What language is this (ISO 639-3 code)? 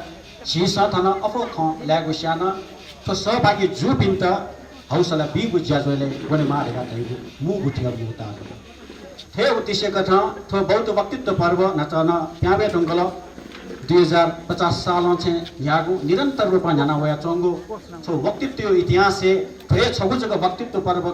new